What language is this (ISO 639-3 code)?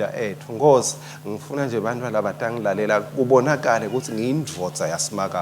ssw